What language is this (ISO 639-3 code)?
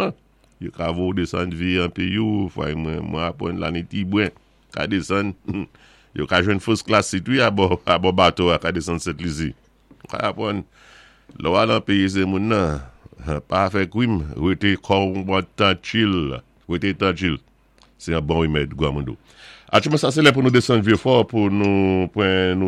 acf